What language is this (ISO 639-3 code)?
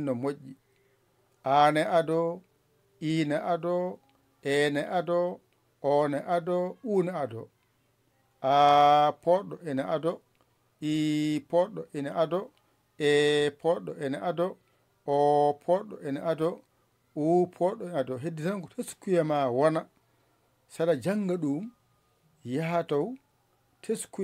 ful